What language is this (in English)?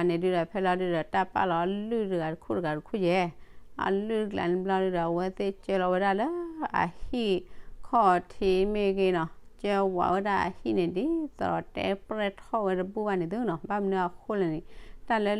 S'gaw Karen